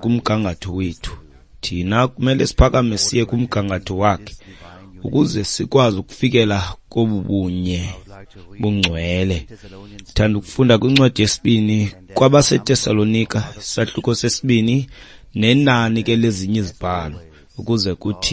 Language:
Xhosa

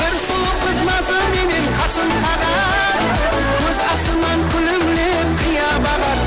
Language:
Kara-Kalpak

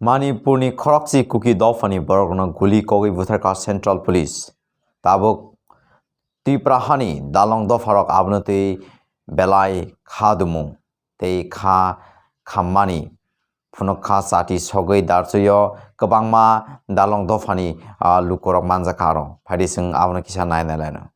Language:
Kok Borok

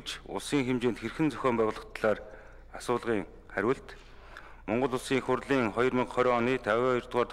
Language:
Mongolian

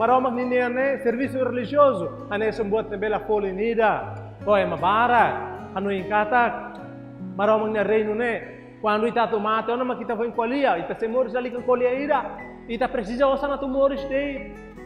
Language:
Tetum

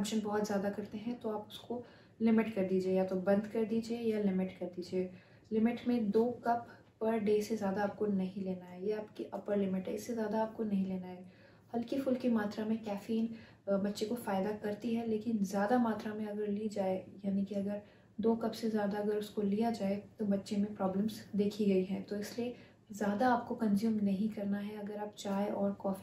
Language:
Hindi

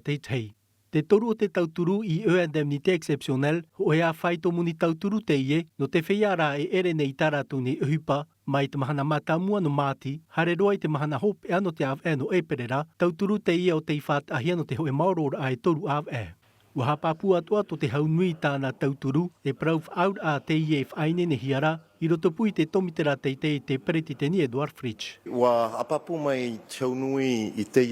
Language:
Tahitian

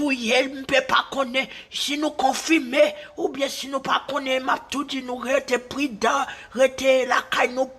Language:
Haitian Creole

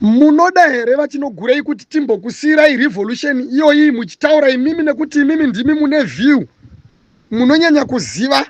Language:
Shona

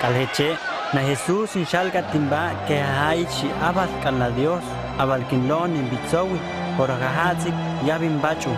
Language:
Huastec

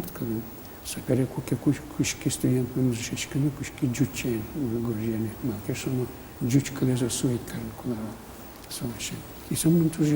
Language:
Udmurt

